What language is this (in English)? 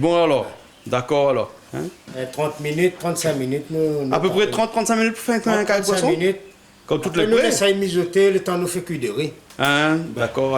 Réunion Creole French